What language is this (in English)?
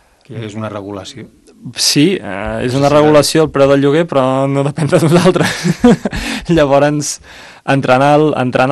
Catalan